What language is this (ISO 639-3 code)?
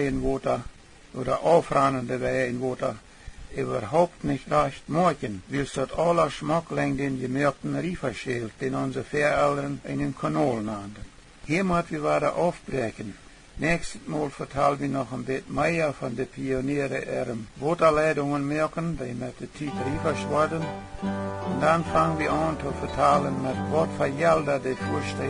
pdt